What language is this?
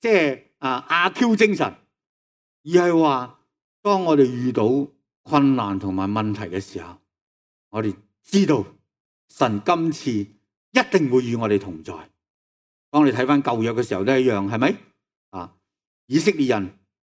Cantonese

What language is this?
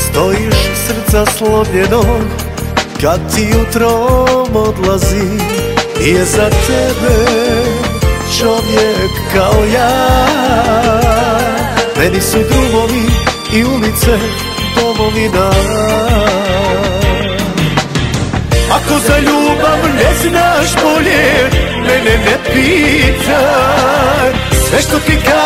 Croatian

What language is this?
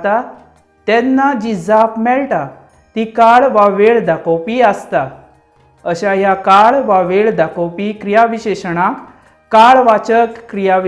Konkani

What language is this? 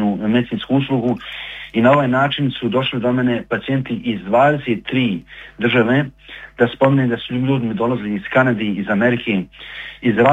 Bosnian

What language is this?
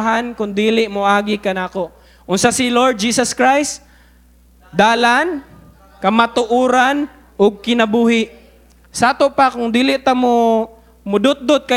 Cebuano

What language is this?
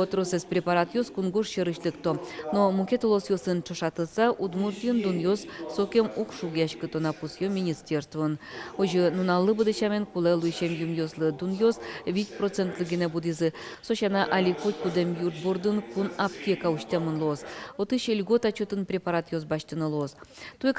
Udmurt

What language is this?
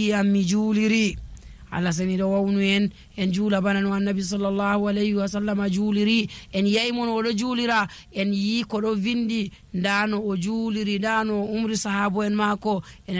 Nigerian Fulfulde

